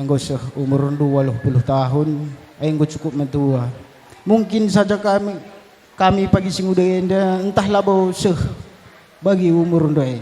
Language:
Batak Karo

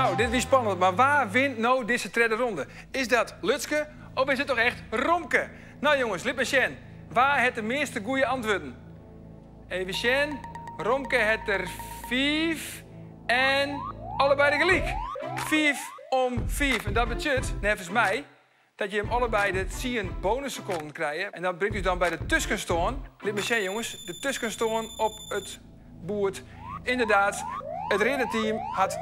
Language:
Western Frisian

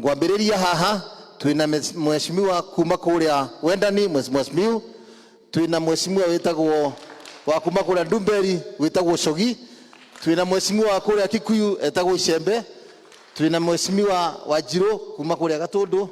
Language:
Kikuyu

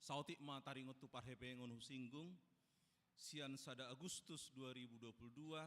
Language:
Batak Toba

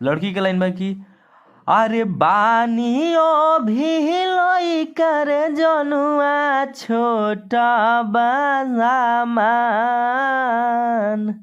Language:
Bhojpuri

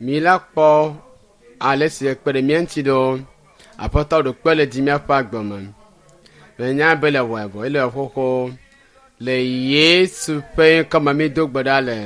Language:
Ewe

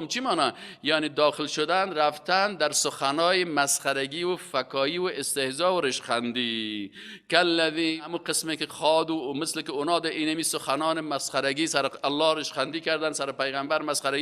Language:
Persian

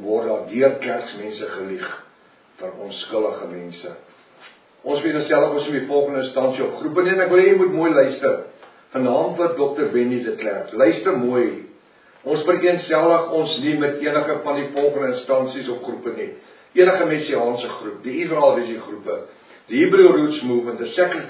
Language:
Afrikaans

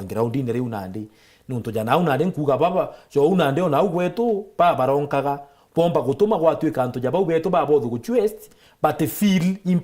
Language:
Meru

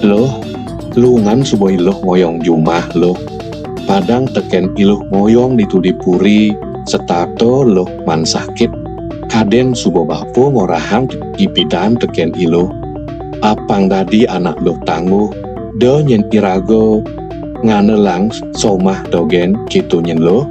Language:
Balinese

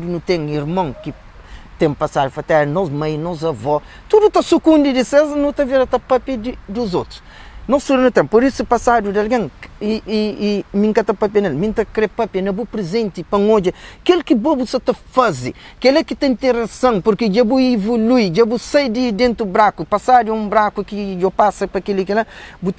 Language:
Kabuverdianu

